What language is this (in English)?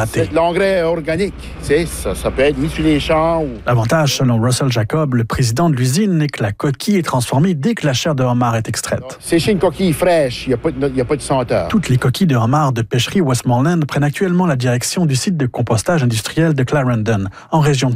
French